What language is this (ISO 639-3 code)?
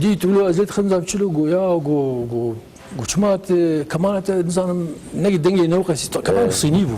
kur